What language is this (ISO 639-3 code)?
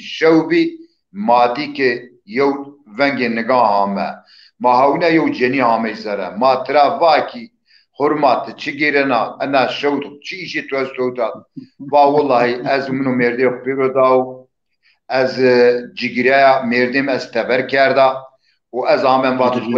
zza